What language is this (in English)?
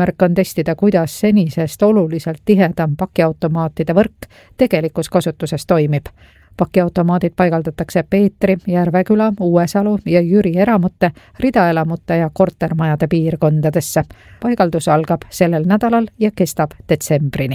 Estonian